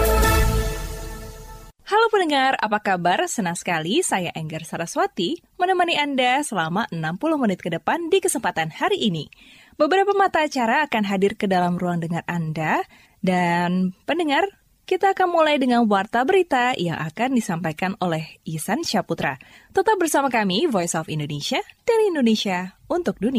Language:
Indonesian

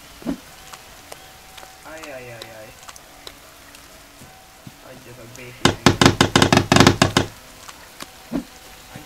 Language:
Hungarian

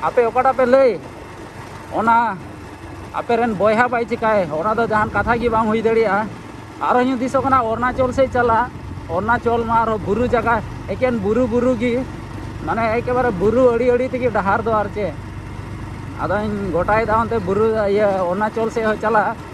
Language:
Santali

